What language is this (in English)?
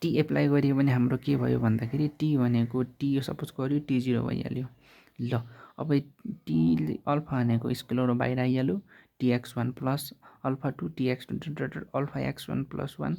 Nepali